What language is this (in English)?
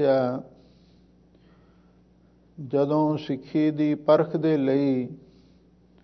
Punjabi